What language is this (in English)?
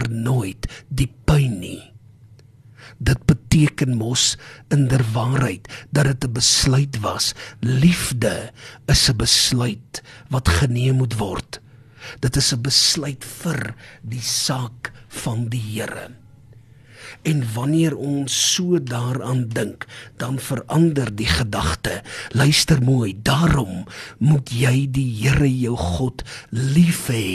Afrikaans